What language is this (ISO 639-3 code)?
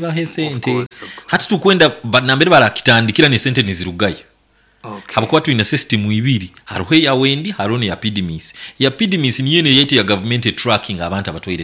nyn